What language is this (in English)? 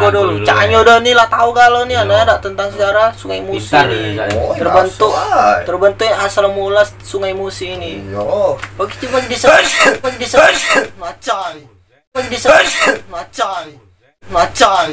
Musi